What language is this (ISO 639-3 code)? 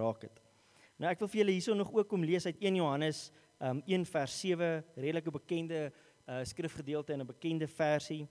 afr